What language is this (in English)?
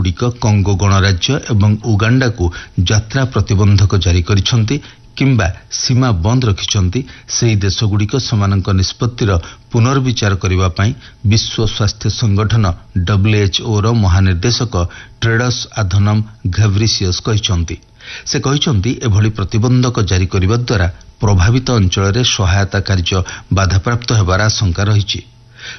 Odia